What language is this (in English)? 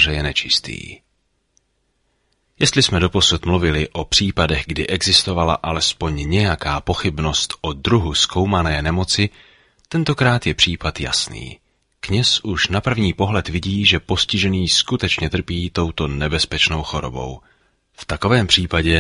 Czech